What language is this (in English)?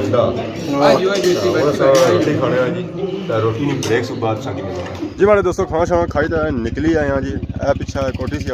Pahari-Potwari